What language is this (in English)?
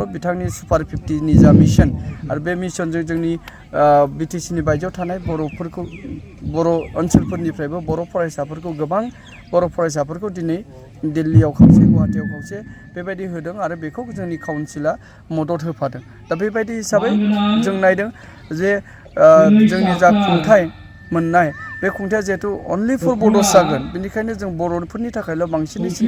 Bodo